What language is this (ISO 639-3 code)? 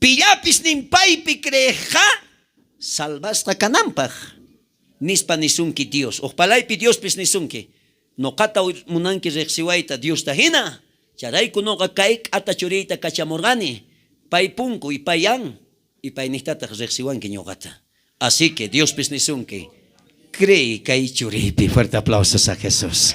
quh